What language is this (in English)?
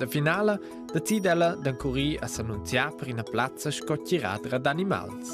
Romansh